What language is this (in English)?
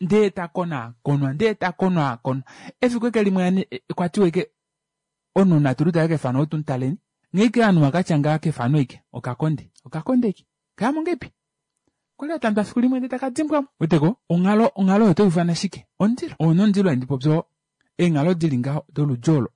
Kuanyama